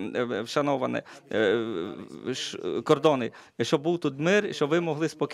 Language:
Ukrainian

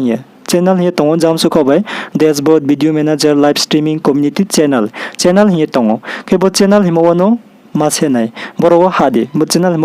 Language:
Riang (India)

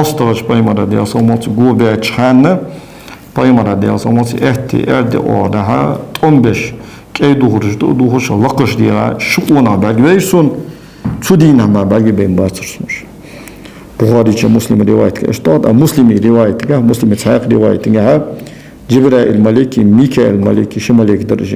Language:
Ingush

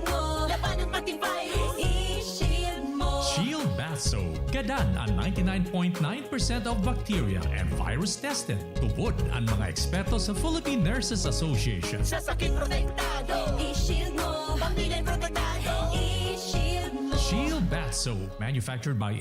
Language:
Bikol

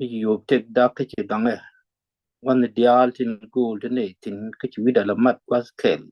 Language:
Nuer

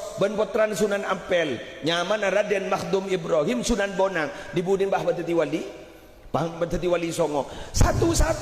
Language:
Madurese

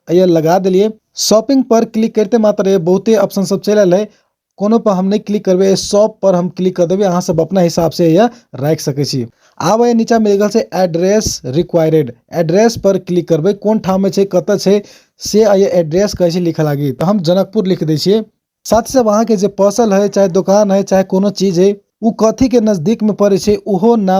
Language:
Maithili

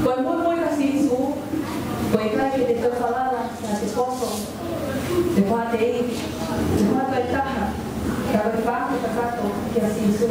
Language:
Tongan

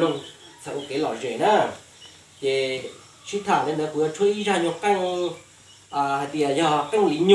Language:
Hmong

